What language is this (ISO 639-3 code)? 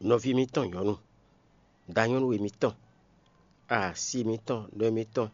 fon